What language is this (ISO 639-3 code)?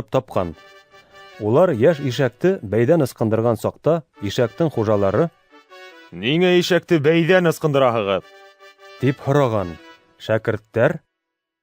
bak